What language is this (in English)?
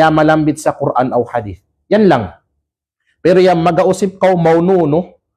Kalagan